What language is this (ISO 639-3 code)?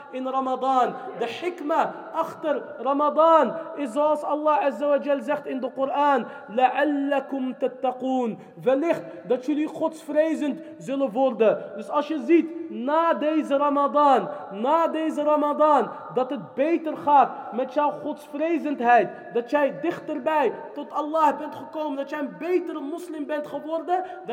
nld